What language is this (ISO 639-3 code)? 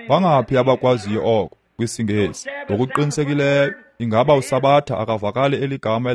xho